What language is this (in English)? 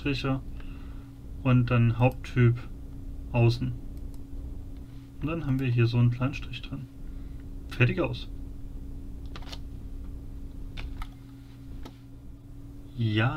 German